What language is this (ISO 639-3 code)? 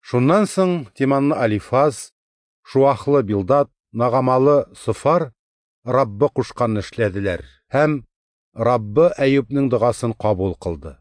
tat